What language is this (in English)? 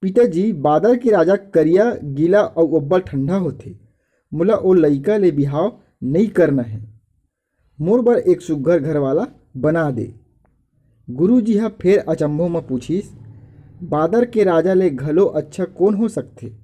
Chhattisgarhi